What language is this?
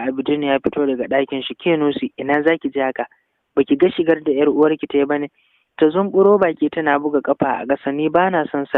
Hausa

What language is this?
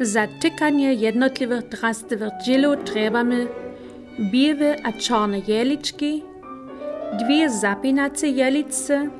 Upper Sorbian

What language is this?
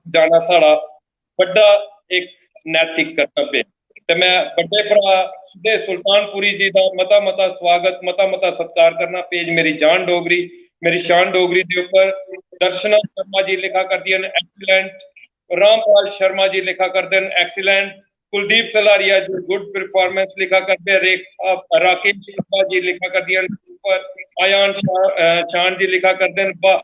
Dogri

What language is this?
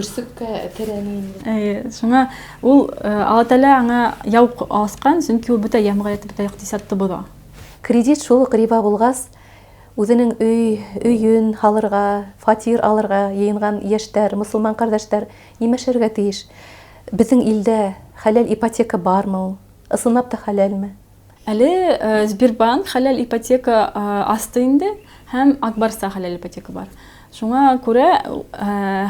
Bashkir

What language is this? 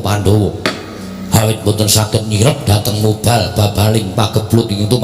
Javanese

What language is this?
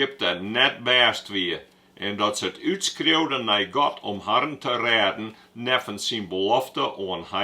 Western Frisian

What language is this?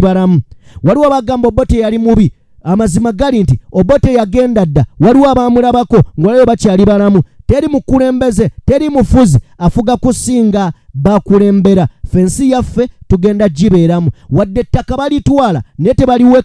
Ganda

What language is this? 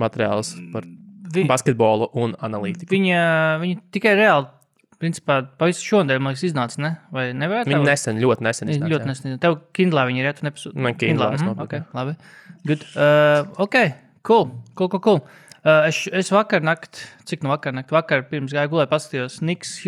Latvian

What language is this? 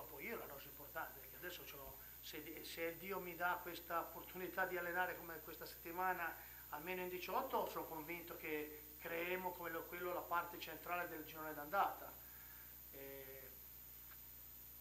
Italian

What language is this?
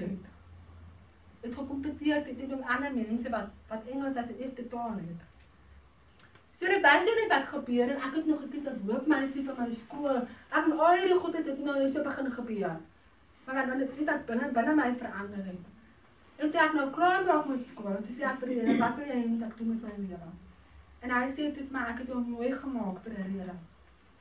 Afrikaans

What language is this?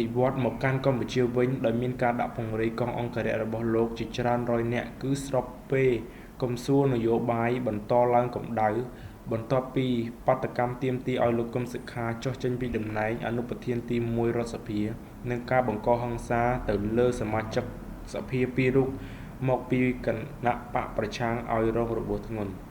Khmer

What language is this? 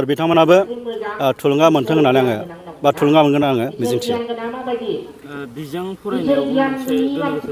Bodo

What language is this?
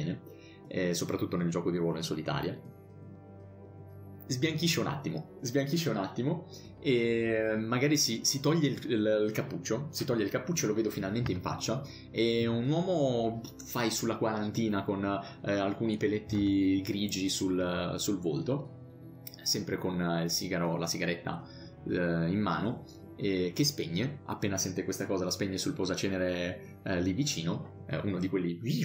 Italian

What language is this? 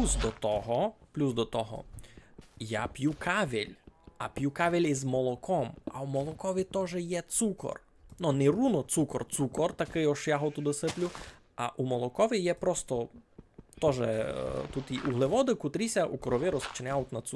Rusyn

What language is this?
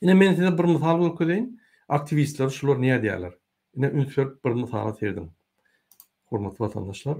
Turkmen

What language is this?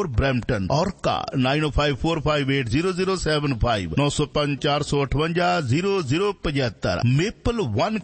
Punjabi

